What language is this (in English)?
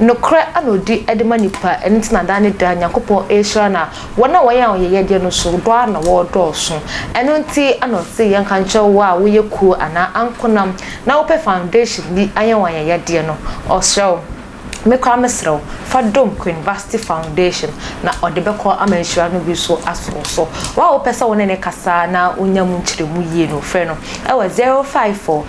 Akan